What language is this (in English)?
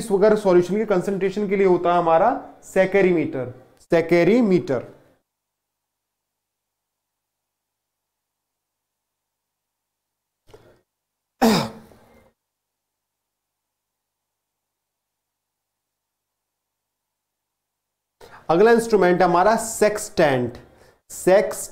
Hindi